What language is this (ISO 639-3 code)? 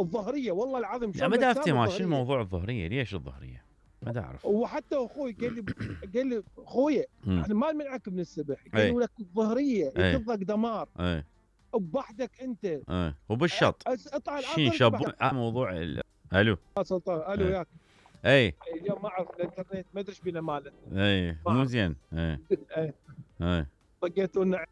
acm